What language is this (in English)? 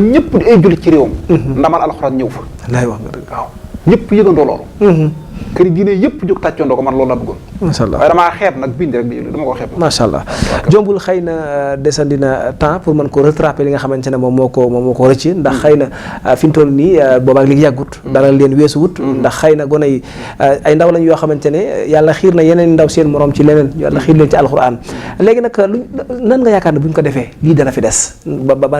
Wolof